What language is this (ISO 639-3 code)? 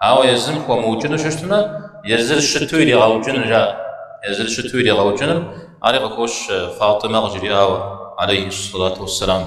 kbd